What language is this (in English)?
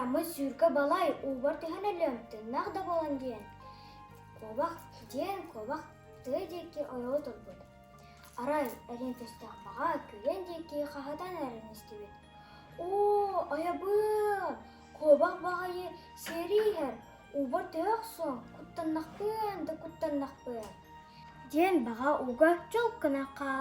Yakut